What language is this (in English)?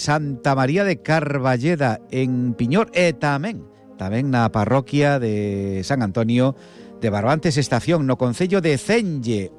Galician